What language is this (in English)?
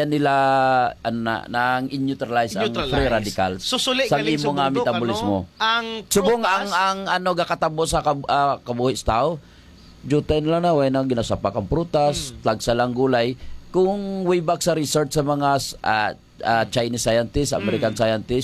Hiligaynon